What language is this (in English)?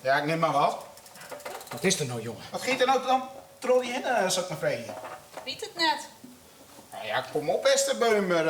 Western Frisian